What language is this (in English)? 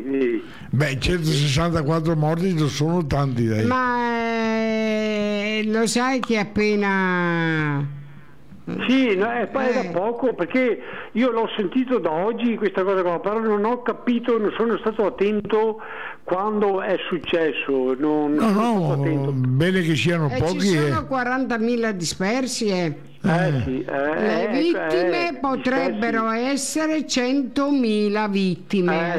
Italian